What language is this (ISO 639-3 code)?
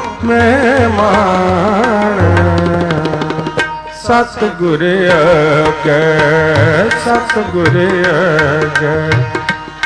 pan